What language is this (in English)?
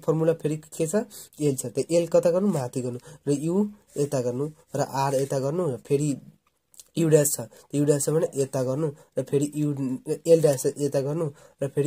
Nepali